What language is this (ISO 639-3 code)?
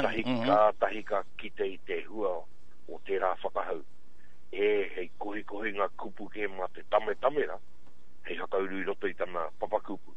mri